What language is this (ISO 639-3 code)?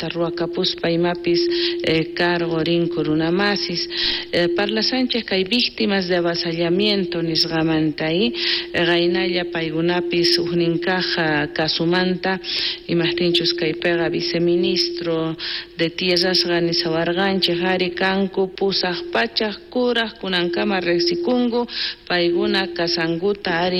quh